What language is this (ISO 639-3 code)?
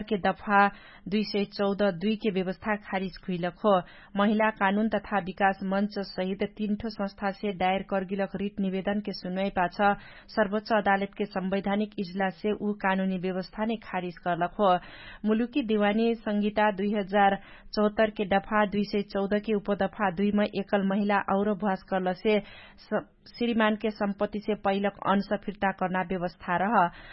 thl